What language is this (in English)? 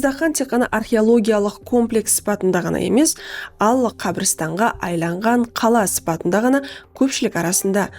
Kara-Kalpak